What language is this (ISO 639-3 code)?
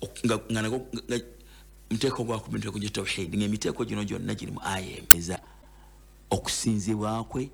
lug